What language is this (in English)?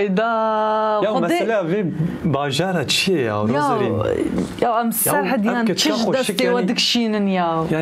Kurdish